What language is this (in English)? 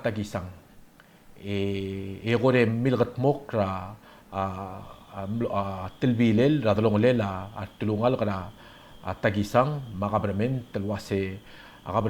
Palauan